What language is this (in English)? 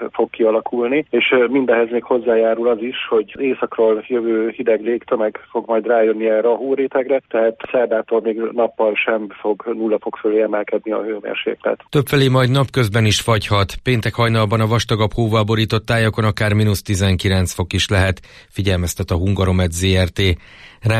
Hungarian